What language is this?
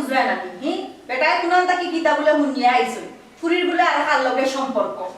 Sylheti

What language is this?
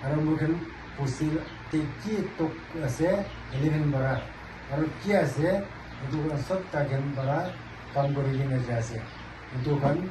Naga Pidgin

